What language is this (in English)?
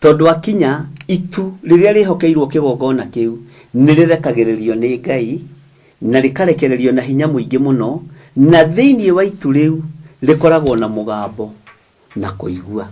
Kikuyu